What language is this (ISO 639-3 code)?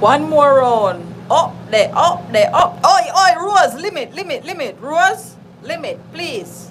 jam